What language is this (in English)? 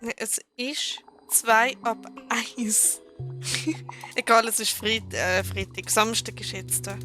Swiss German